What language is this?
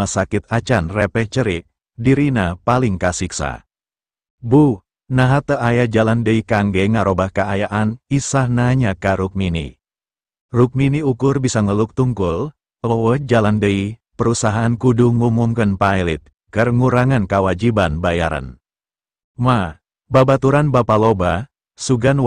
Sundanese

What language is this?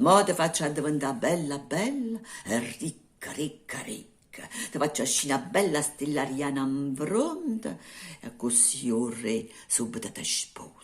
Neapolitan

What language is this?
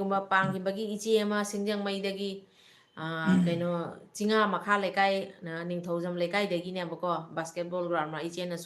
Manipuri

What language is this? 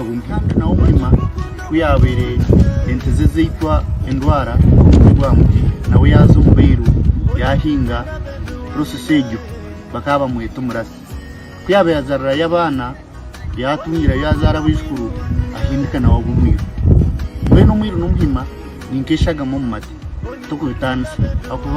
Nyankole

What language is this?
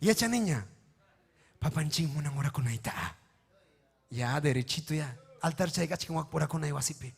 Ayacucho Quechua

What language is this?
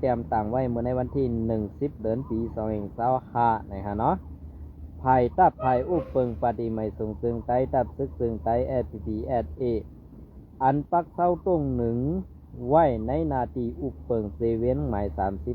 Shan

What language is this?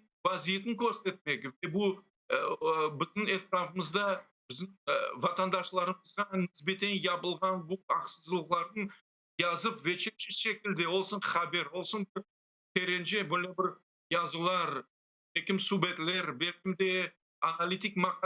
Crimean Tatar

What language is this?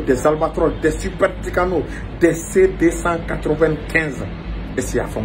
Bambara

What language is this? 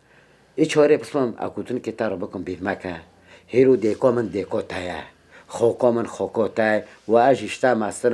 Kurdish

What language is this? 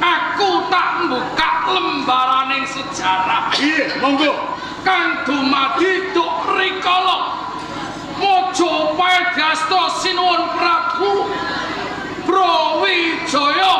Javanese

